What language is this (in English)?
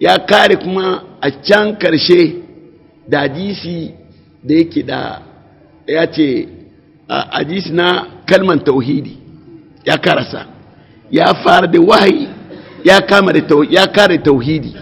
Hausa